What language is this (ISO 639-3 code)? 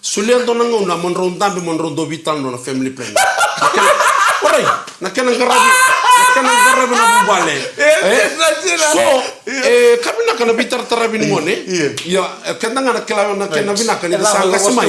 fij